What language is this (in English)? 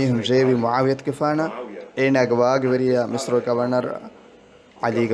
Divehi